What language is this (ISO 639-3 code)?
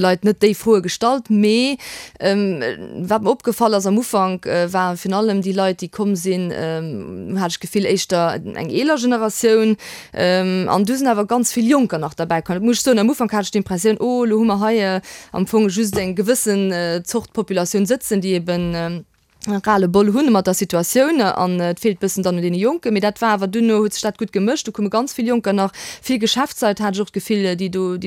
ltz